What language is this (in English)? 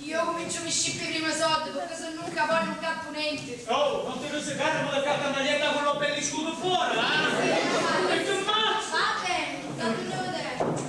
Sicilian